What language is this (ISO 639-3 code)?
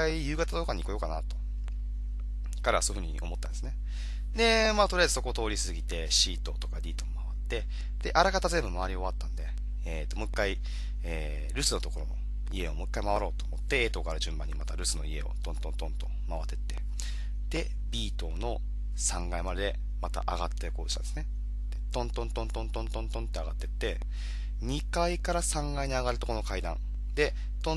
jpn